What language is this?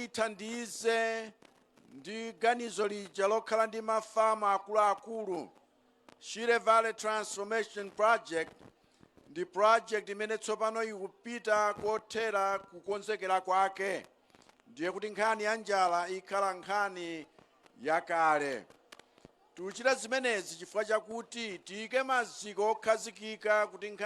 Nyanja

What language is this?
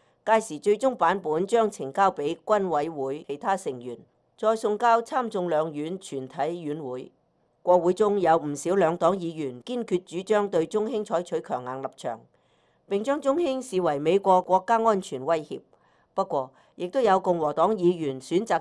Cantonese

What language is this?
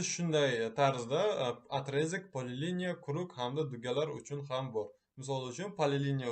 Uzbek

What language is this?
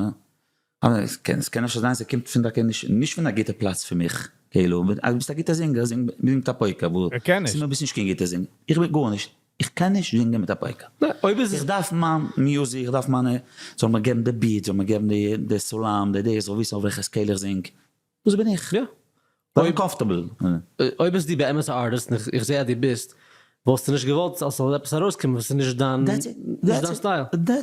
Yiddish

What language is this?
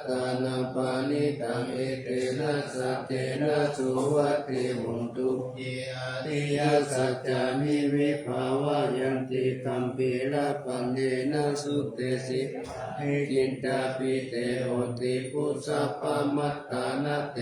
Pali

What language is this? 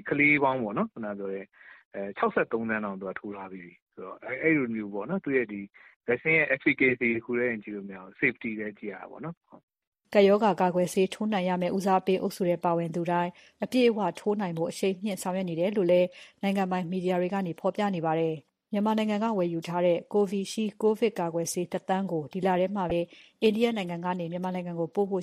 Burmese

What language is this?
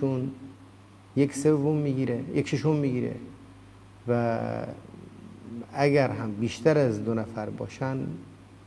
Persian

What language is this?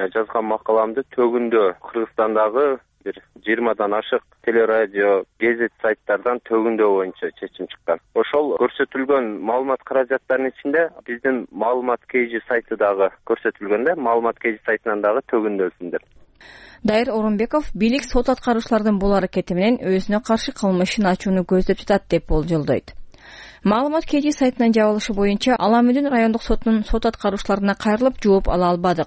Kyrgyz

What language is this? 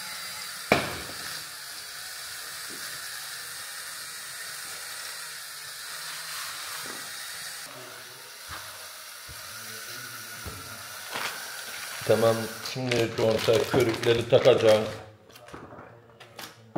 Turkish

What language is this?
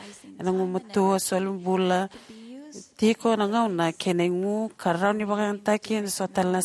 Fijian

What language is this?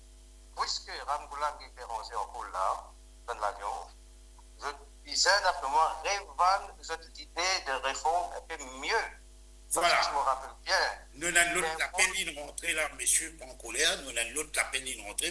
Morisyen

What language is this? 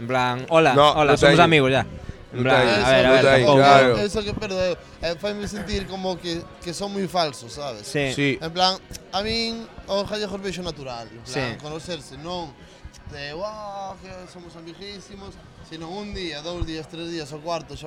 Galician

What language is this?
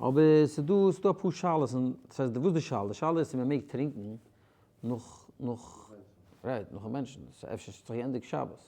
Yiddish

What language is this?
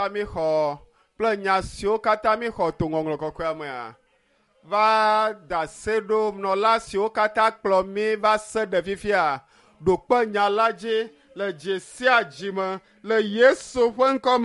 Ewe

